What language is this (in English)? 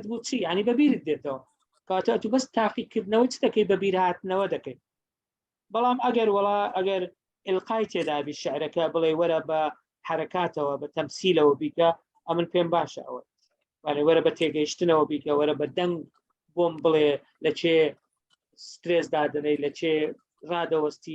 Central Kurdish